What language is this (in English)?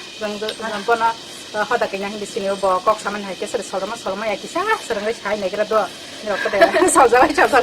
Kok Borok